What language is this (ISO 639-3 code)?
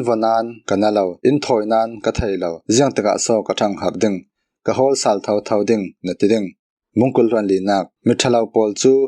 cfm